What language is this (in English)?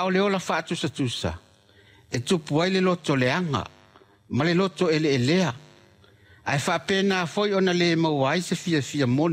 Samoan